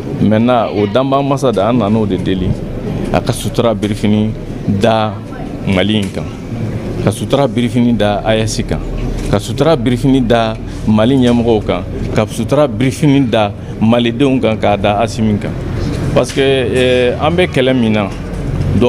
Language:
Bambara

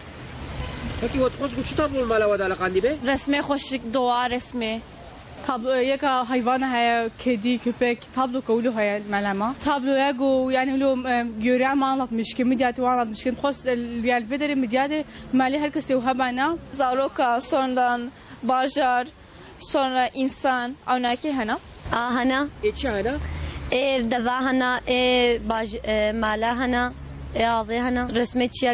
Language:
Kurdish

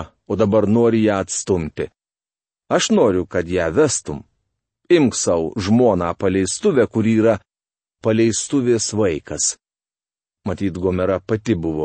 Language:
Lithuanian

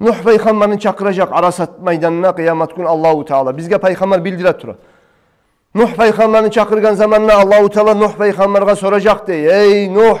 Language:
Kumyk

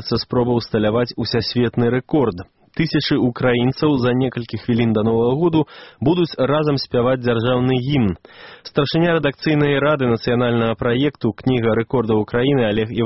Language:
Belarusian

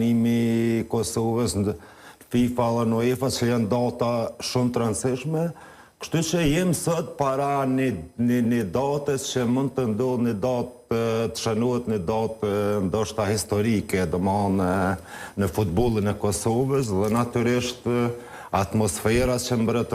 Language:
Albanian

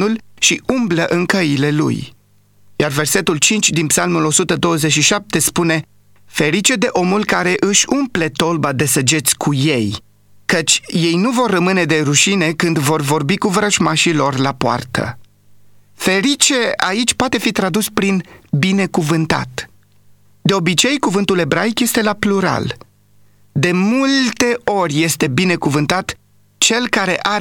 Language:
Romanian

